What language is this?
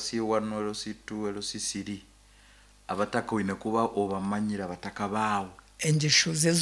Nyankole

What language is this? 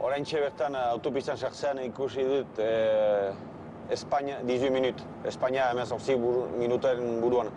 Basque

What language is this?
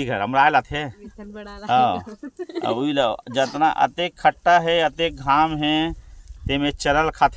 Chhattisgarhi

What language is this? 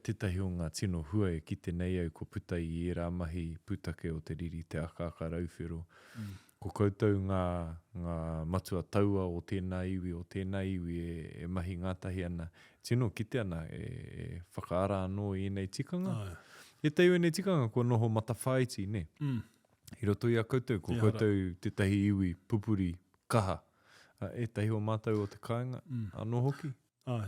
Māori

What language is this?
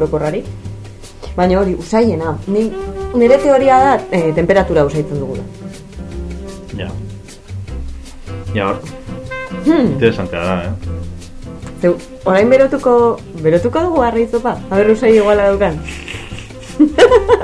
Basque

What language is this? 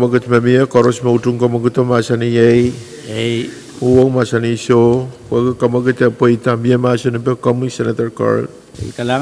Pohnpeian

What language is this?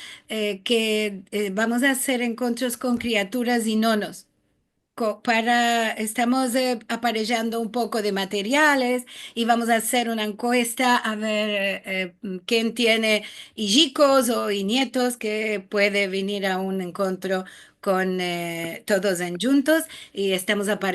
Ladino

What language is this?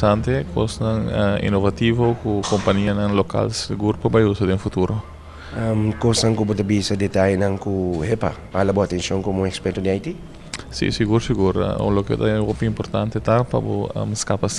Papiamento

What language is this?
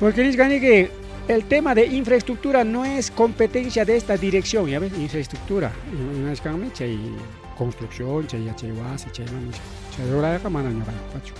Ayacucho Quechua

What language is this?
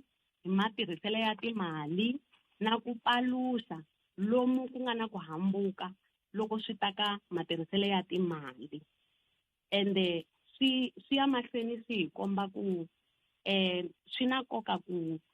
Tsonga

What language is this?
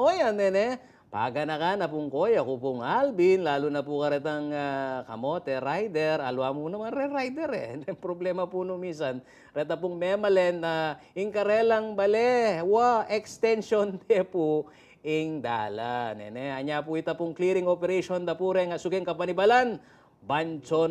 Pampanga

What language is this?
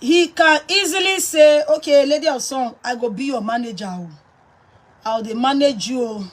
Nigerian Pidgin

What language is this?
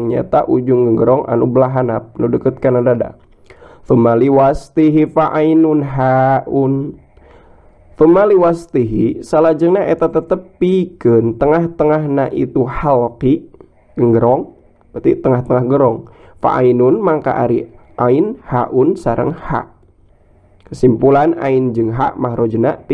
Sundanese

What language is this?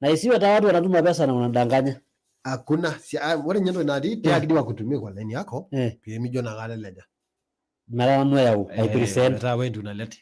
Masai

